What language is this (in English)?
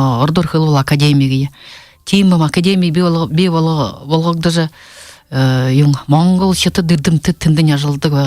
Buriat